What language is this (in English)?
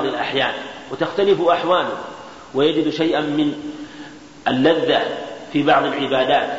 Arabic